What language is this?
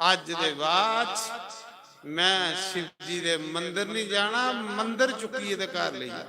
Dogri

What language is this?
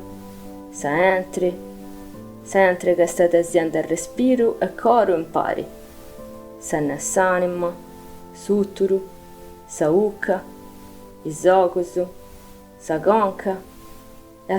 Sardinian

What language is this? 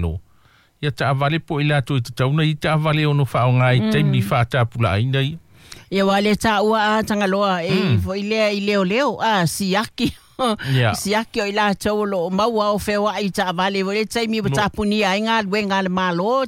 Samoan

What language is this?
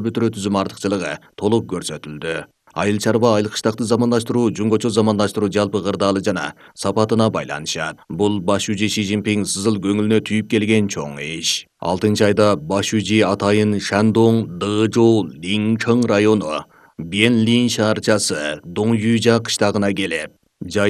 Kyrgyz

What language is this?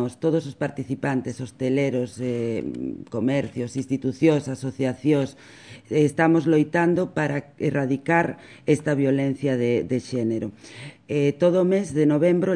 Galician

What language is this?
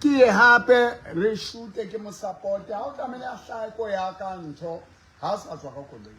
Southern Sotho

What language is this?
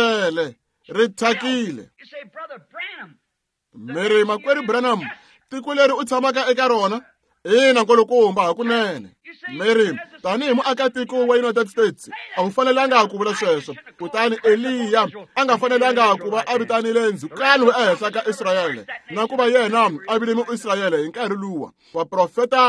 Tsonga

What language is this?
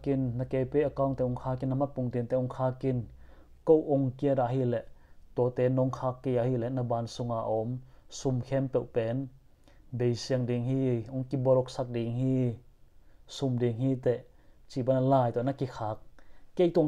Tedim Chin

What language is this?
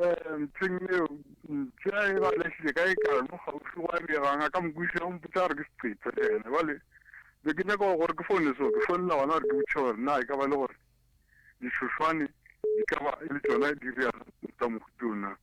Northern Sotho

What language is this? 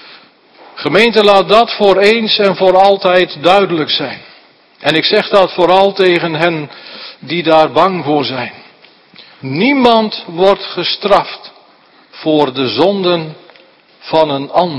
Dutch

